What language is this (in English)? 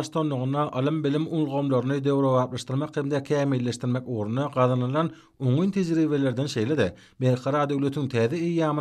Turkmen